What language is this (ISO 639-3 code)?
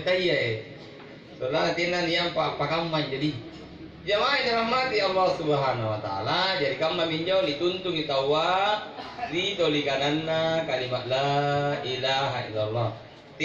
mak